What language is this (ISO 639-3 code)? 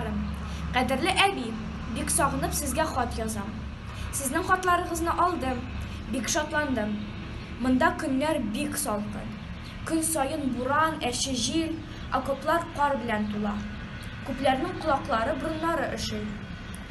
tat